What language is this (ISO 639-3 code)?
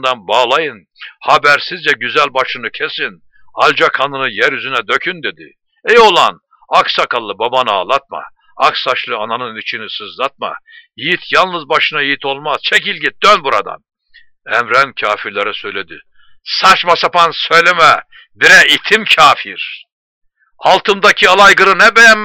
tur